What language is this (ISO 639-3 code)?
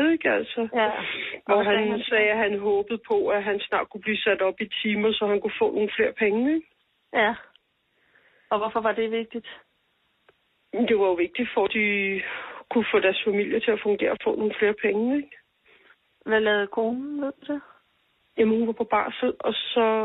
dan